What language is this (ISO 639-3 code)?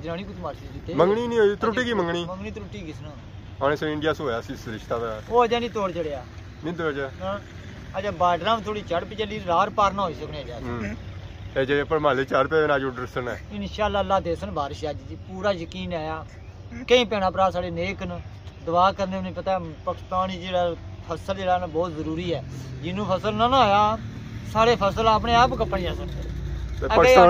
phr